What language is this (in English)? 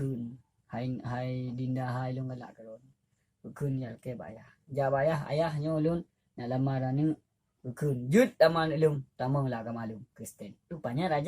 Achinese